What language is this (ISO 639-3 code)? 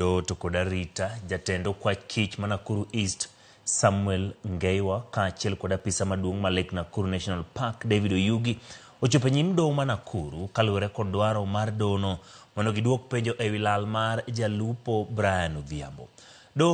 luo